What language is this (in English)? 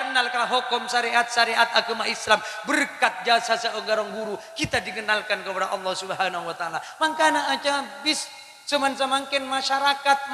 Madurese